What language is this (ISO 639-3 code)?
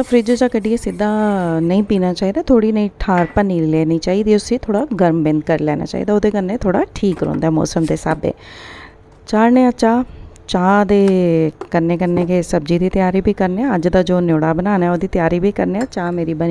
doi